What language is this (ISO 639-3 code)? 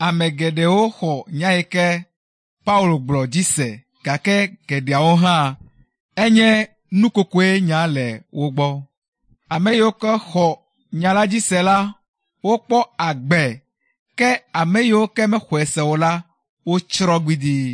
ewe